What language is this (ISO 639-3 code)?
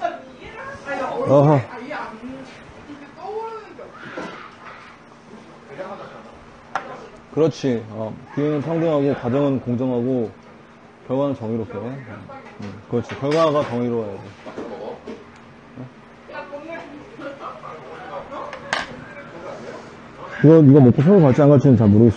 kor